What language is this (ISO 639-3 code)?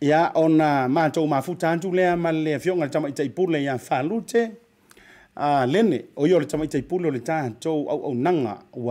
smo